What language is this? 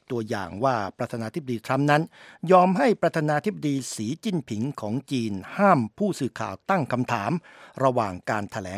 Thai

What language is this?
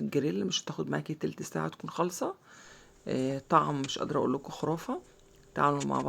Egyptian Arabic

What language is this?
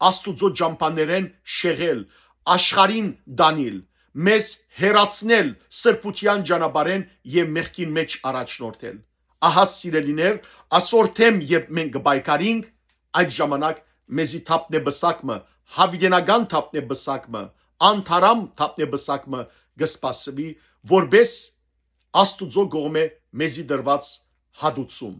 Western Armenian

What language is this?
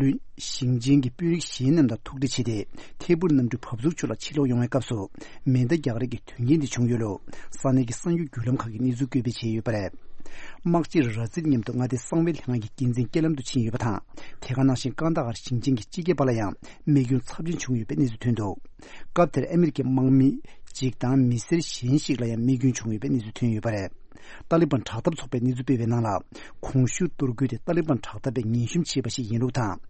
Tibetan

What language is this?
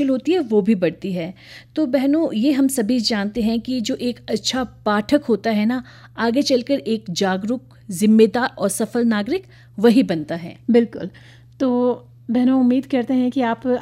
Hindi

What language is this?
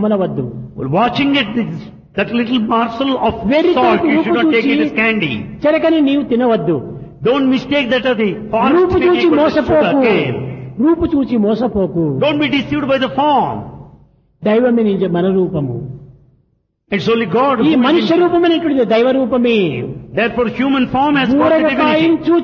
Telugu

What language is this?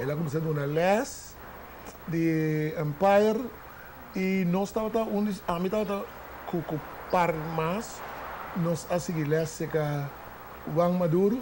Papiamento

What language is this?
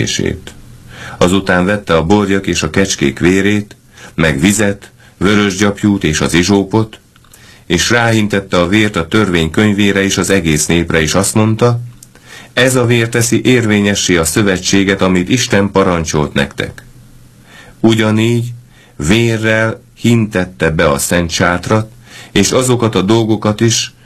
Hungarian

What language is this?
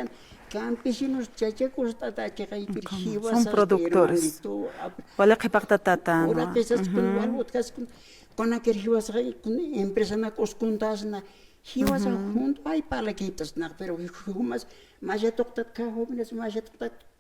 Aymara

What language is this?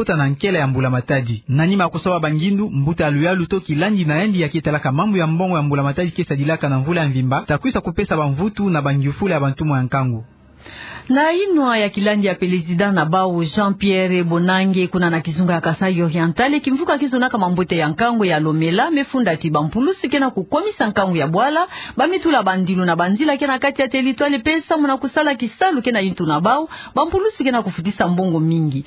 Kituba (Democratic Republic of Congo)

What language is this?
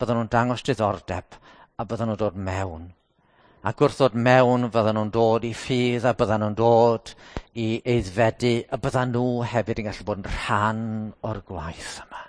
Welsh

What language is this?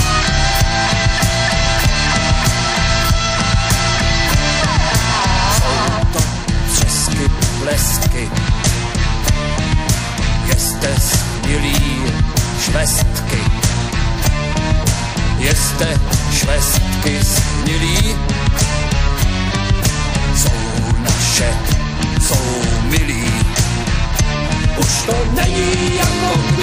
Czech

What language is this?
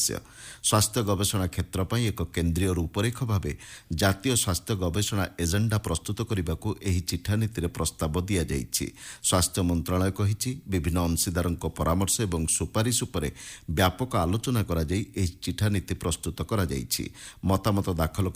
Odia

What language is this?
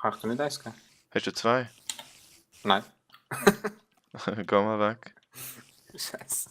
Swiss German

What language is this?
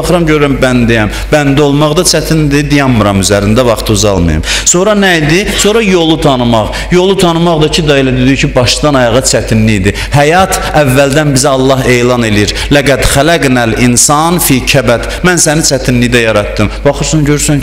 Azerbaijani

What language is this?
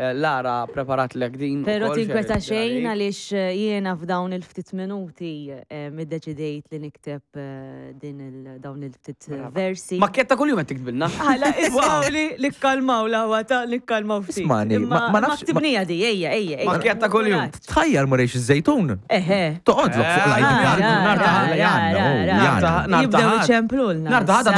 Maltese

